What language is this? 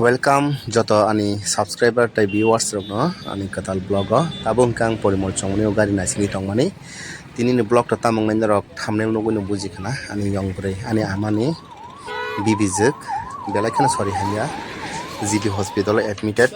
Kok Borok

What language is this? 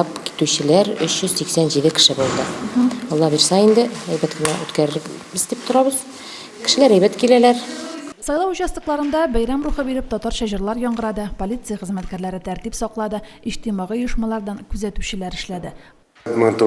Tatar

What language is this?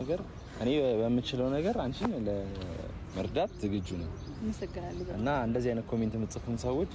Amharic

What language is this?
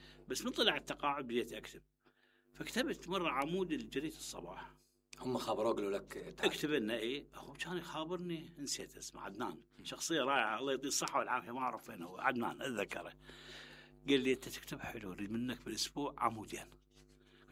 Mesopotamian Arabic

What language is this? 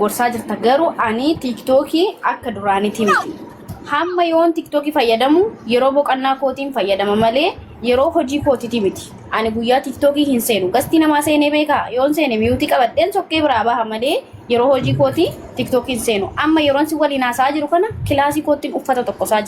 Oromo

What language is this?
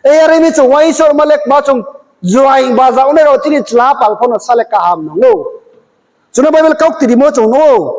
Riang (India)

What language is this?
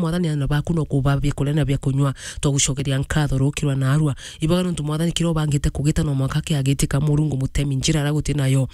Meru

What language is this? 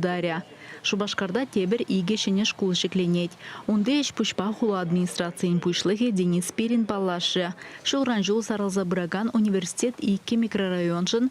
Chuvash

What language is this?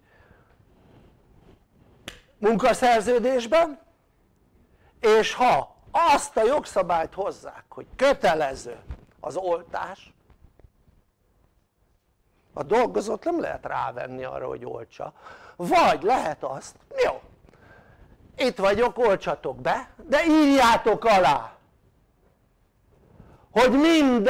Hungarian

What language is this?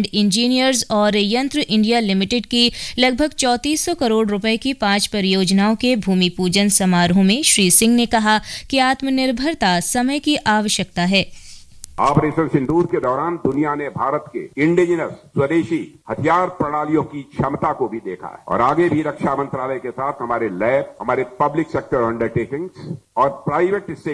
Hindi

